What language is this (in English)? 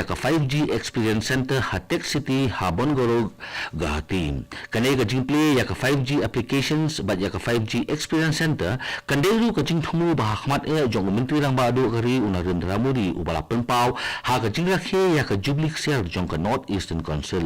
Khasi